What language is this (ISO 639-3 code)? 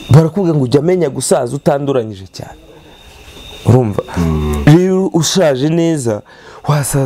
kin